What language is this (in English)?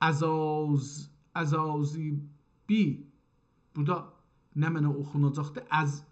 South Azerbaijani